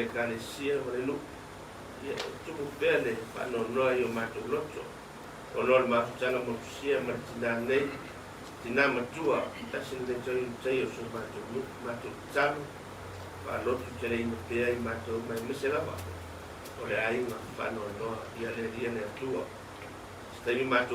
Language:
Samoan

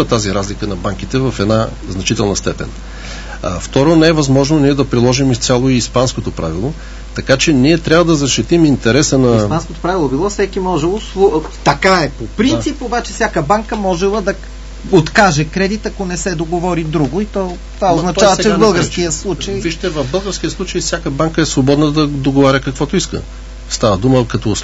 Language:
Bulgarian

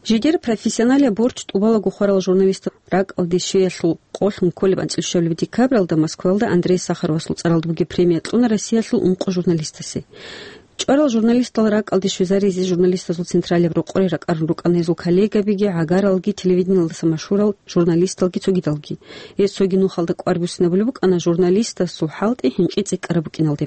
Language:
Avaric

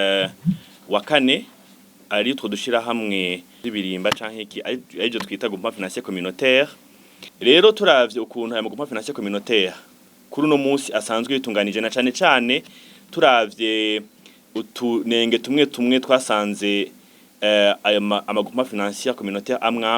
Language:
Rundi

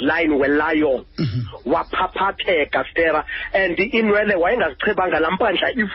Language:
Xhosa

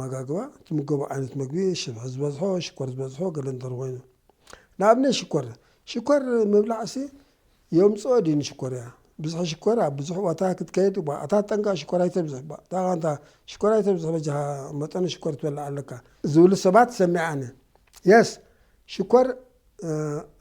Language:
Tigrinya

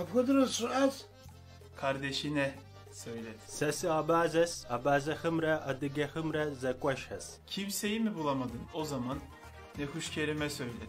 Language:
Kabardian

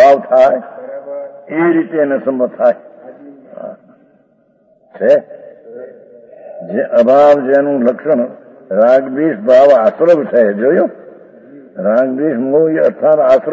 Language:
Gujarati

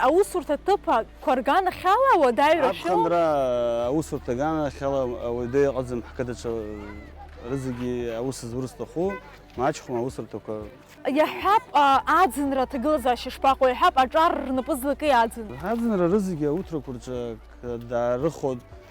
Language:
Abkhazian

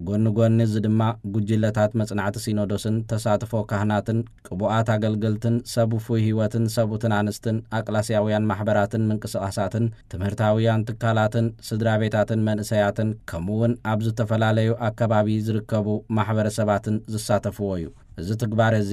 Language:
Tigrinya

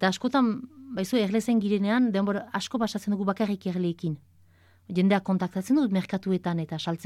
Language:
Basque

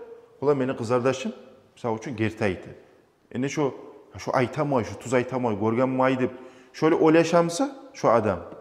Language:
Kumyk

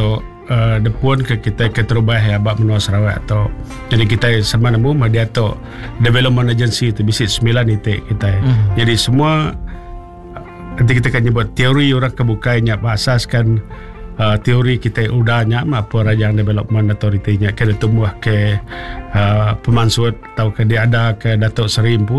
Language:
Iban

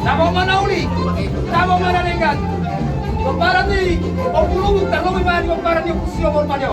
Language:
Batak Toba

